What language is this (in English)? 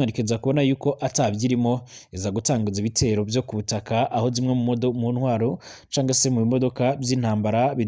Rundi